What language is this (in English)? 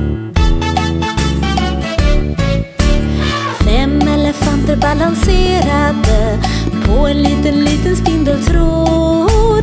Swedish